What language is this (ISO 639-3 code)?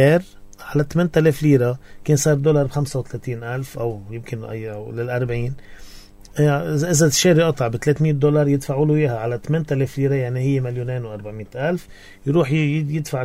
apc